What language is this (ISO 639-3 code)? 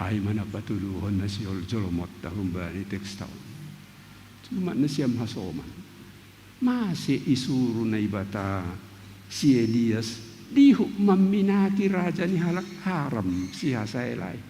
bts